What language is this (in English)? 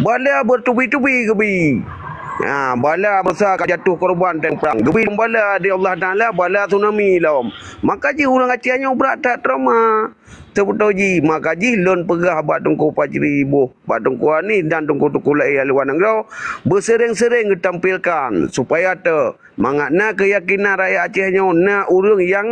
Achinese